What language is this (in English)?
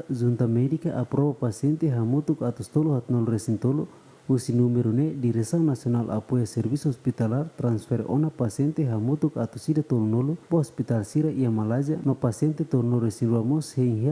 Tetum